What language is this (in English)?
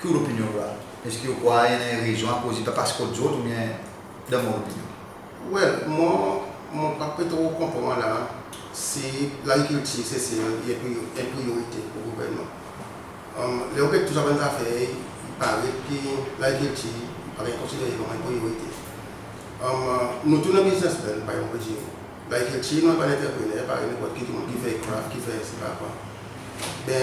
Seselwa Creole French